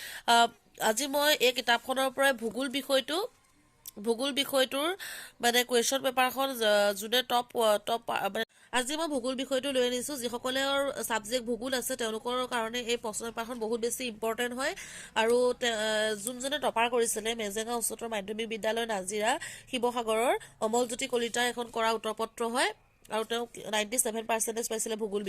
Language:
Assamese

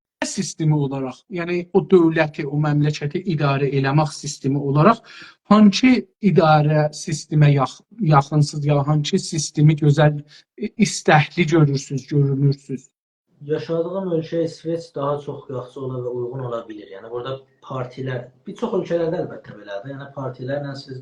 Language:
South Azerbaijani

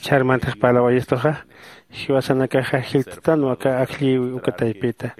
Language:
Aymara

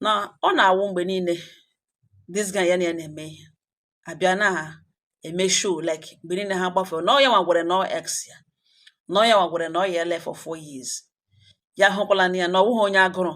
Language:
Igbo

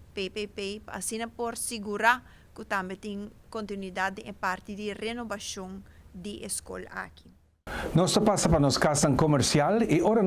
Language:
Papiamento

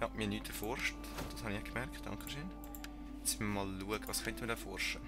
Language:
Swiss German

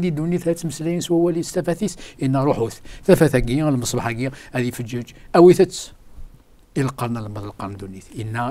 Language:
Kabyle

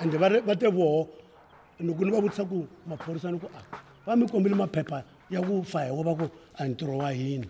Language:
Tsonga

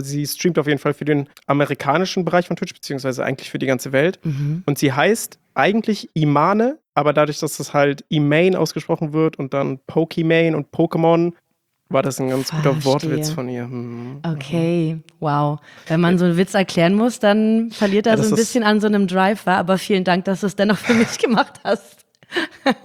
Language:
German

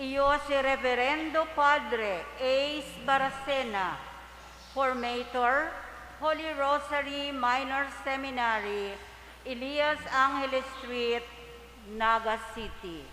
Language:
Bikol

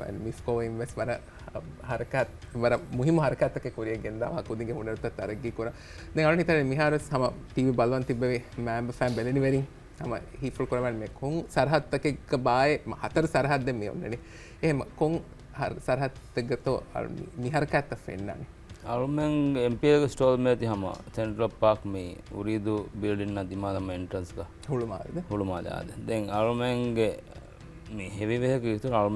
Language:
Divehi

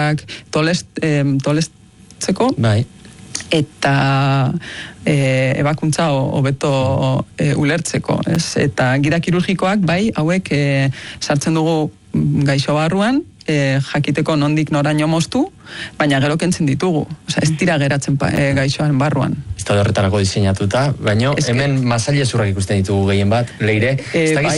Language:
Basque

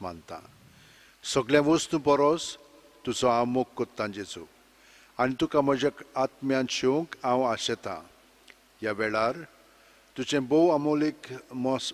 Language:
Konkani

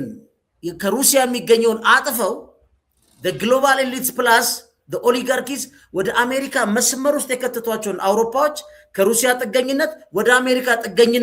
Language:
Amharic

